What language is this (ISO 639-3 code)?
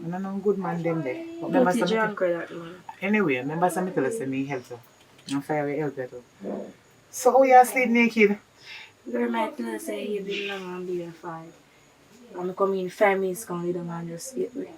jam